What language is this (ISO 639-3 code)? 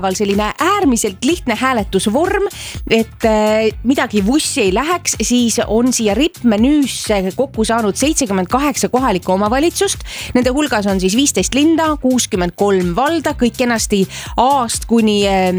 est